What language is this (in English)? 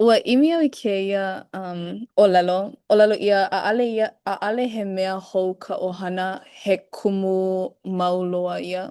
Hawaiian